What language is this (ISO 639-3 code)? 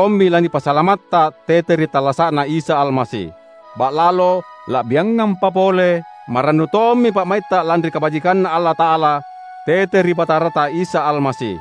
mak